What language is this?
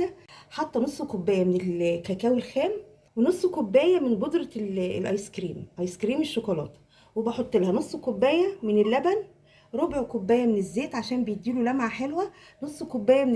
Egyptian Arabic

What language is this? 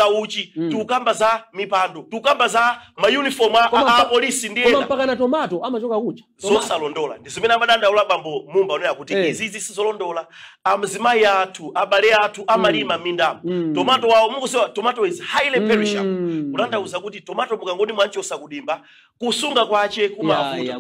Nyanja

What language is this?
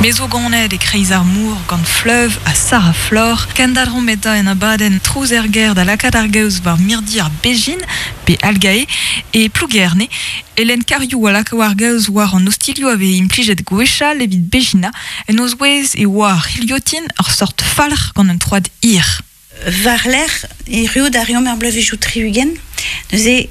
Breton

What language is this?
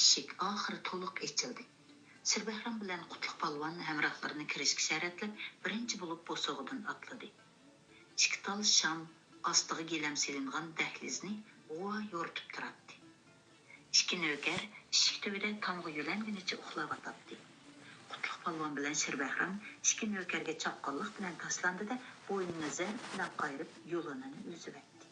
Uyghur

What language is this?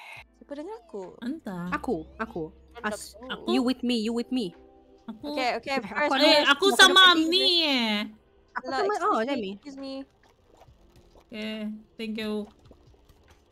Malay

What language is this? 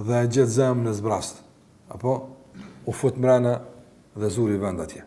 Albanian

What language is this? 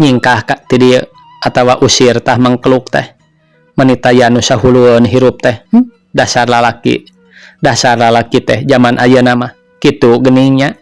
Sundanese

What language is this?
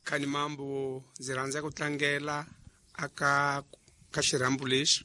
Tsonga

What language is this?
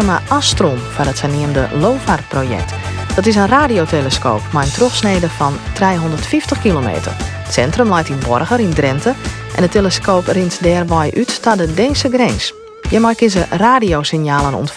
Western Frisian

